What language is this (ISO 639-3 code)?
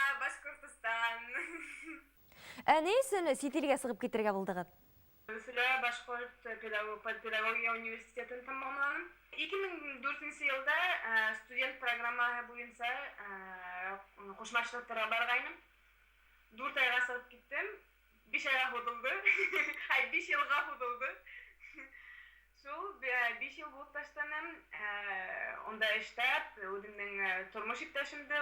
bak